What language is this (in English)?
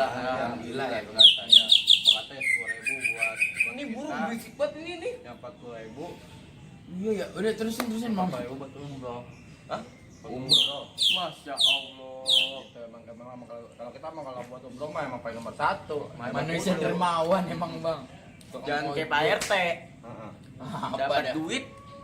Betawi